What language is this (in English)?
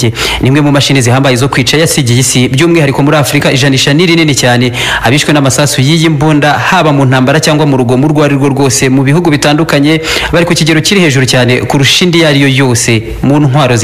Kinyarwanda